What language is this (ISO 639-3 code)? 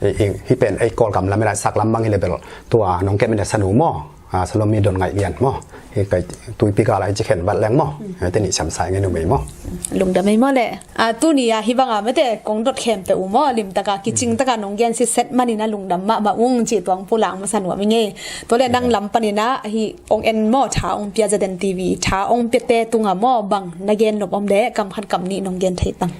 ctd